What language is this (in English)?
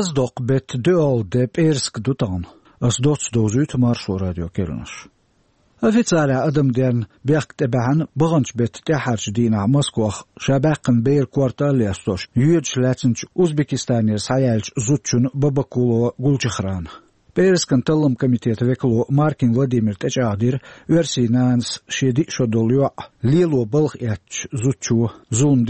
Chechen